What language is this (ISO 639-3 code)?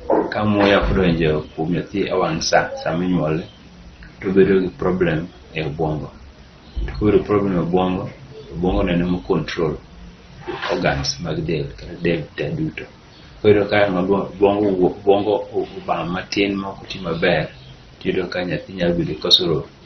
luo